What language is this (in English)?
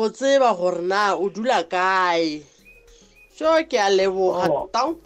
South Ndebele